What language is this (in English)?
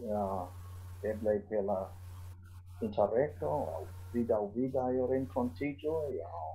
Esperanto